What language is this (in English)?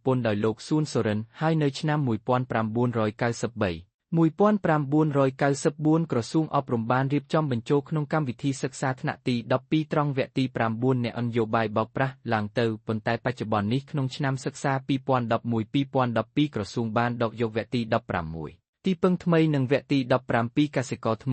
Khmer